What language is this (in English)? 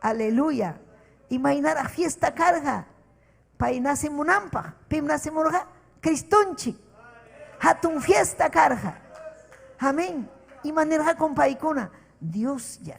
Ayacucho Quechua